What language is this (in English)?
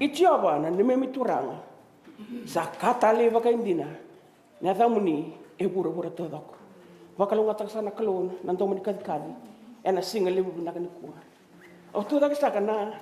Fijian